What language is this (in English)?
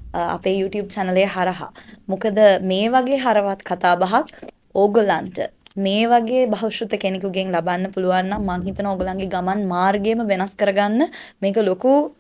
Sinhala